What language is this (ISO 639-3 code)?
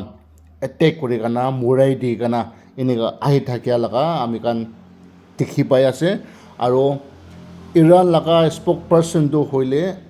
nag